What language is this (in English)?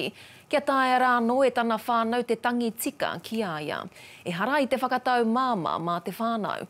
Māori